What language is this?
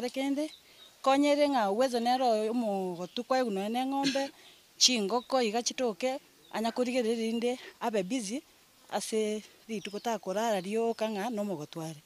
Gusii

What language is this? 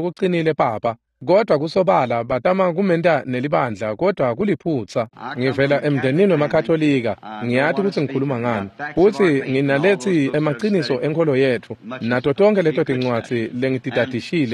Swati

